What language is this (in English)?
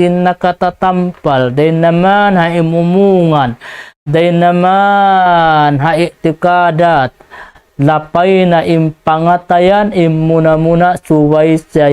Tausug